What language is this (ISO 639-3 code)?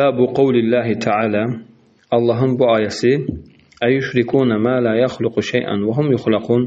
aze